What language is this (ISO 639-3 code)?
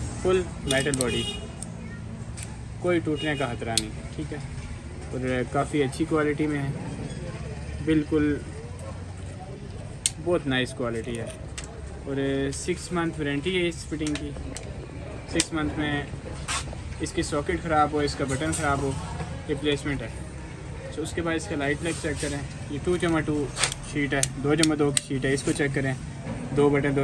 hin